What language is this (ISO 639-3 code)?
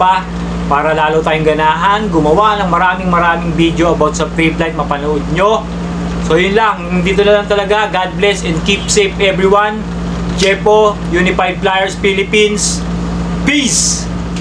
fil